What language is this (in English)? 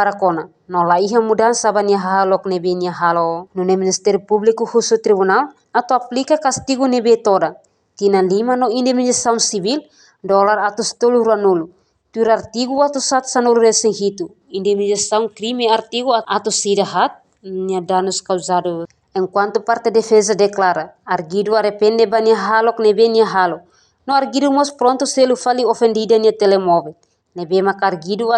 Tetum